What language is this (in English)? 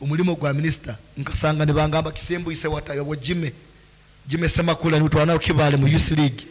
Nyankole